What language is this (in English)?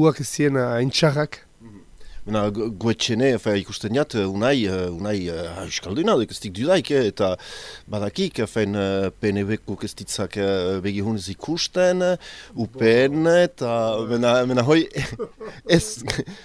Basque